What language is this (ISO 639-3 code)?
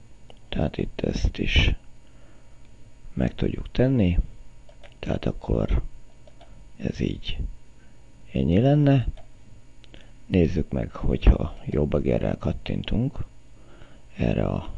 hun